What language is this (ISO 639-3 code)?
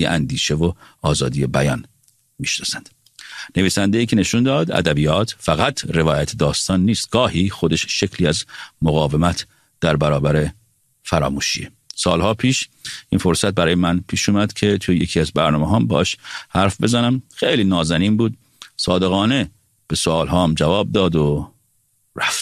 fas